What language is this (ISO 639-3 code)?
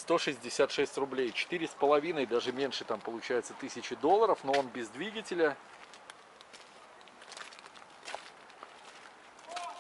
rus